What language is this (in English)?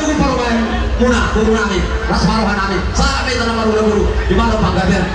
Batak Toba